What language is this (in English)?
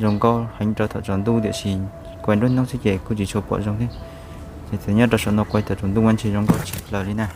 Hmong